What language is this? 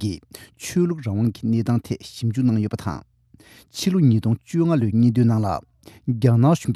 Tibetan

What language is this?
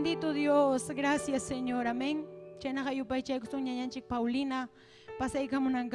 Ayacucho Quechua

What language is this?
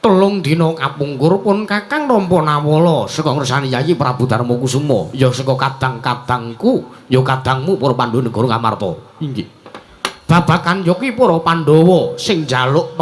Javanese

